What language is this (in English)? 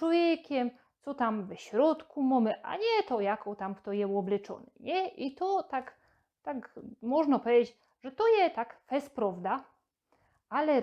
Silesian